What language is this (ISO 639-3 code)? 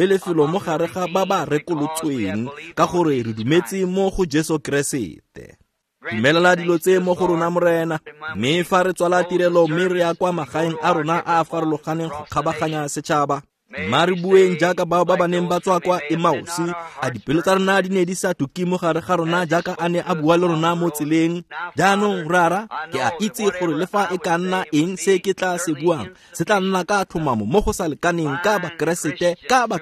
tsn